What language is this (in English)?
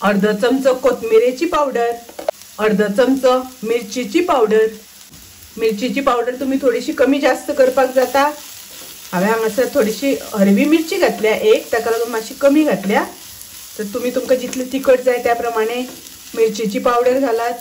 Konkani